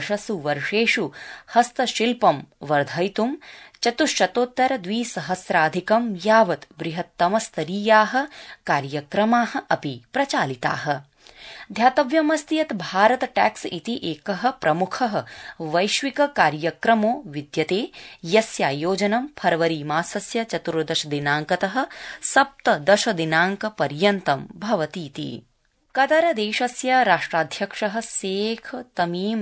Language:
Sanskrit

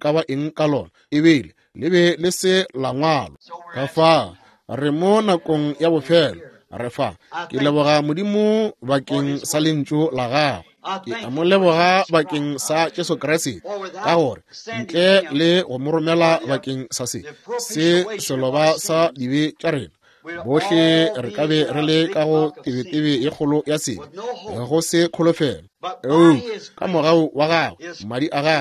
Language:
Northern Sotho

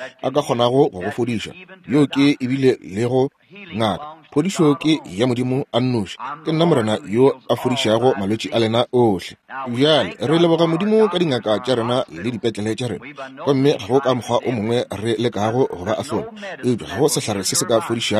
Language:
Northern Sotho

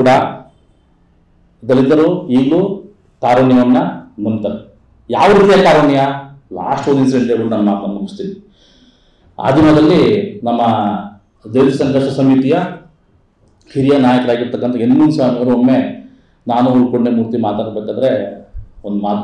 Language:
Kannada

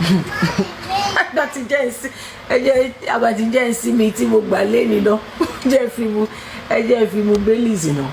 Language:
Yoruba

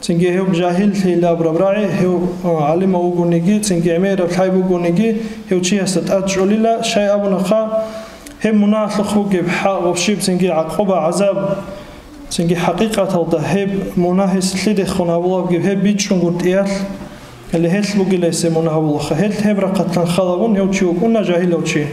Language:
Avaric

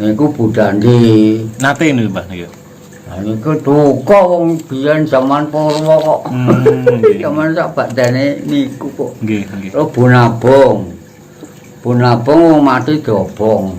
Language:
Javanese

